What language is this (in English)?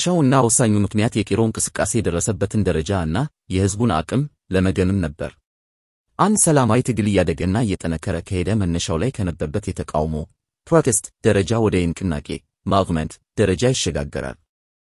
Amharic